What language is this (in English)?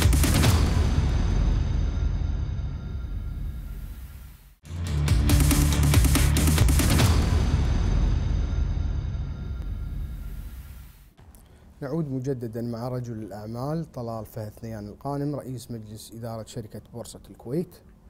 Gulf Arabic